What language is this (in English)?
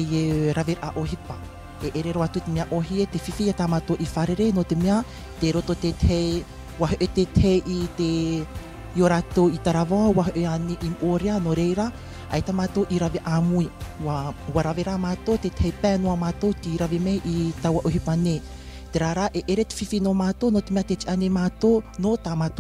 Tahitian